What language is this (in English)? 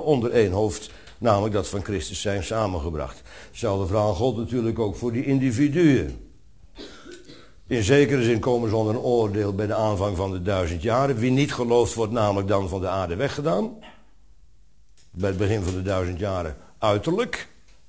Dutch